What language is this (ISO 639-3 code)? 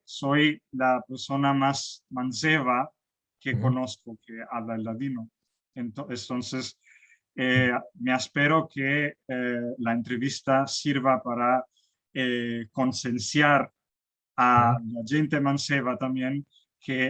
lad